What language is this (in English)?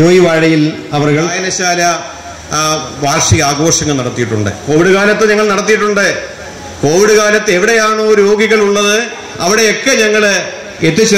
Malayalam